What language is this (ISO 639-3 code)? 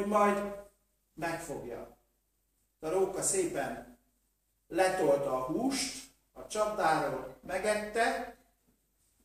hun